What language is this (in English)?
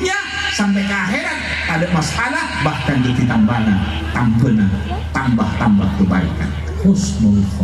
Madurese